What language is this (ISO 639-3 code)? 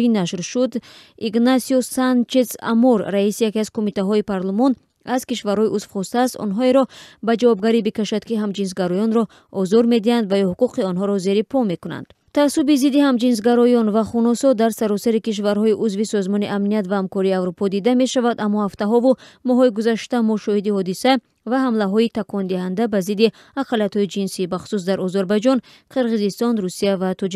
tgk